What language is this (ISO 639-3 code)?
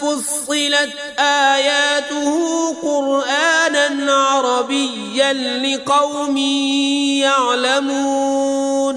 kas